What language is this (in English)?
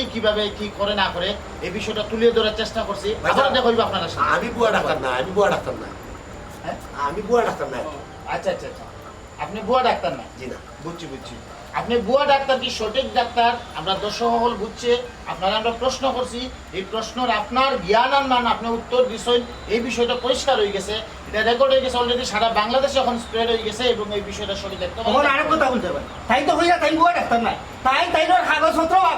Sylheti